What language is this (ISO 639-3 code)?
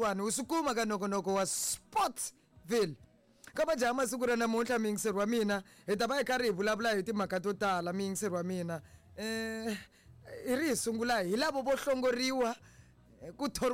tso